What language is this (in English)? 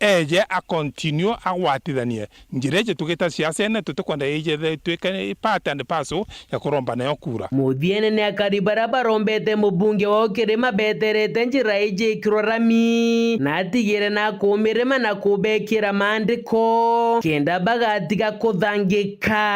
Meru